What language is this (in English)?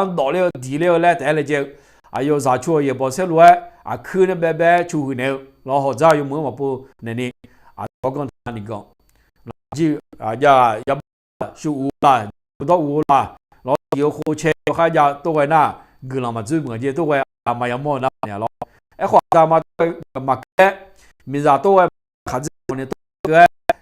Akha